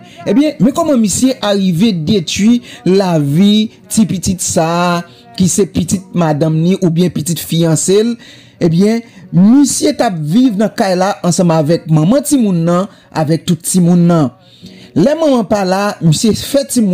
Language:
Haitian Creole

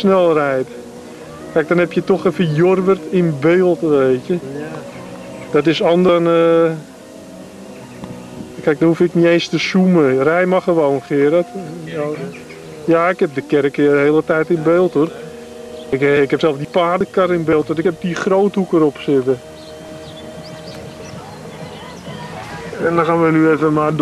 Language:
Dutch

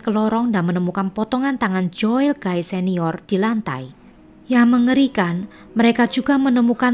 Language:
Indonesian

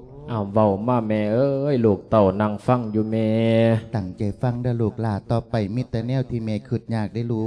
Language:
Lao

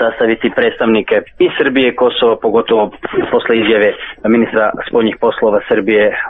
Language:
Serbian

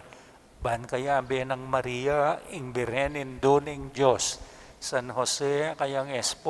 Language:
Pampanga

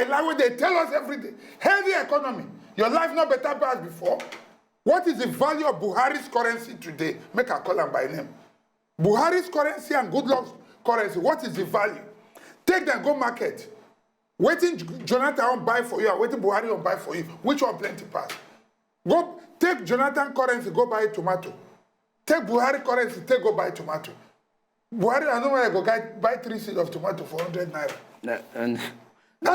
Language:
Nigerian Pidgin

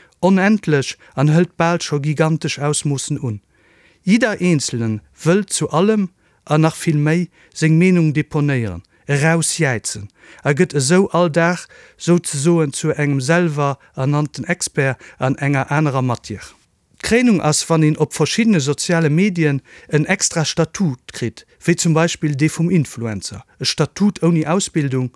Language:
Luxembourgish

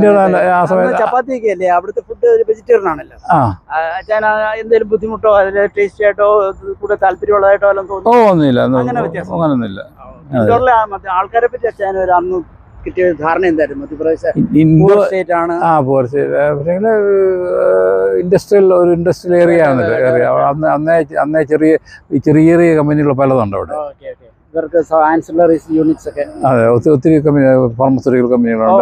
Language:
Malayalam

